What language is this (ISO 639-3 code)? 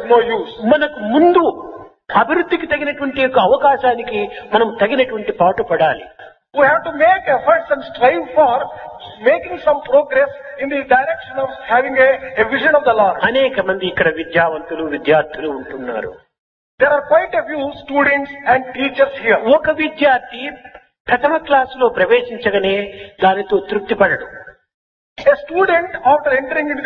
tel